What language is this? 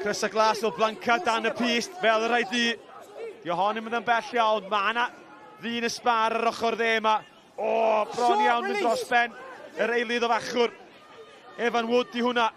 Welsh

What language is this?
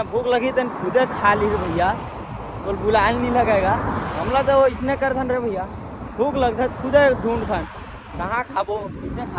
Chhattisgarhi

